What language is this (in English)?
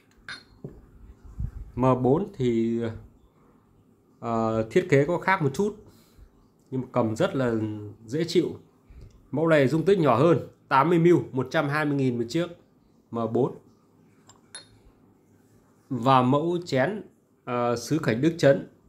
Vietnamese